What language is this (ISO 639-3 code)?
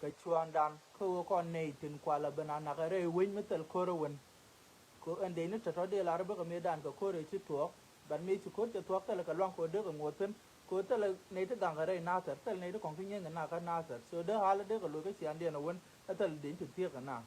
nus